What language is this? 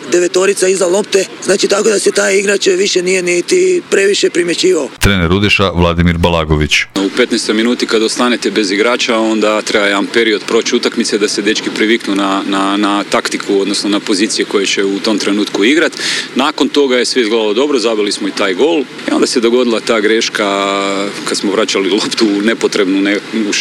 Croatian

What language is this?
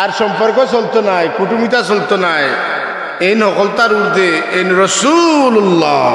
Sylheti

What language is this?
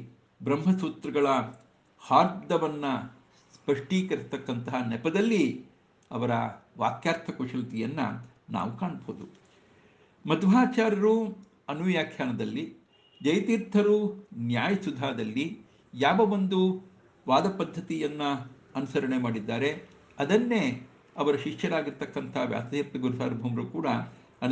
Kannada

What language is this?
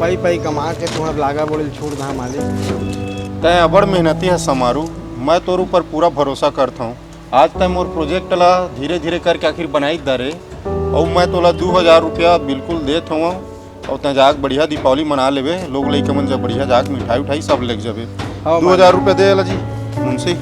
Chhattisgarhi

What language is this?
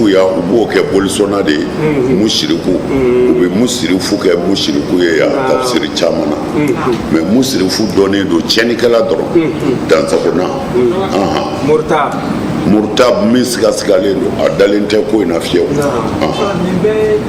Bambara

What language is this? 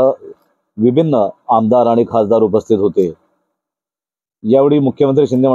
Marathi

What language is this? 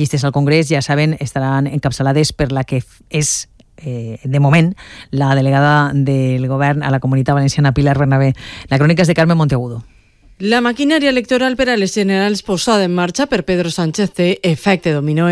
Catalan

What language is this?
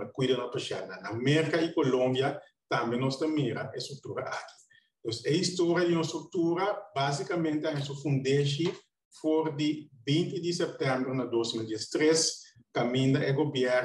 Papiamento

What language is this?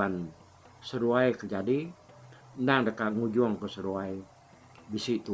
Iban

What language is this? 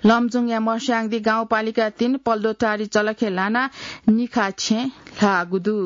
Newari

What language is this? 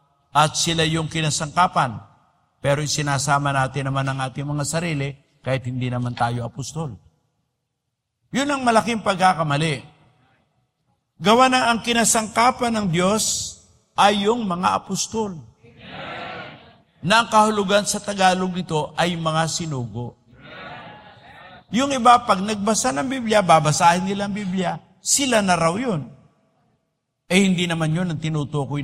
Filipino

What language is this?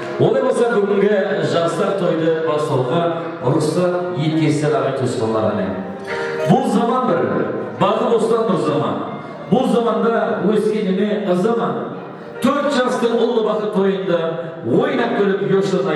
Kara-Kalpak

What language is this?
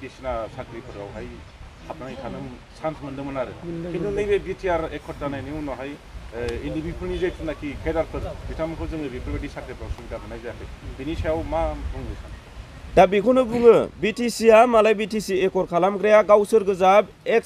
Bodo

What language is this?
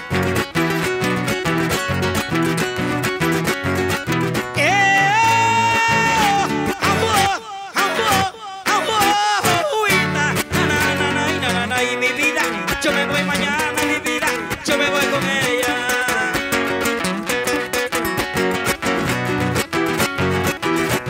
Spanish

